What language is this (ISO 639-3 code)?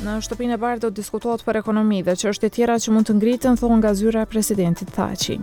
sqi